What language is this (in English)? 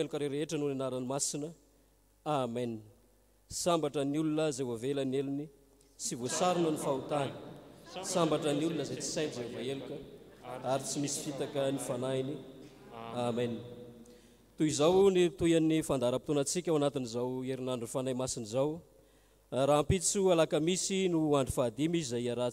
Malagasy